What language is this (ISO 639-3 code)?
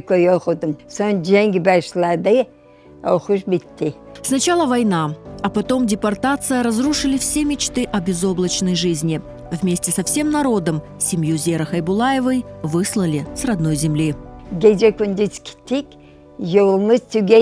crh